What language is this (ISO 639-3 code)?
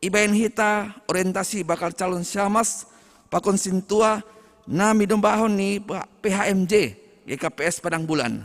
bts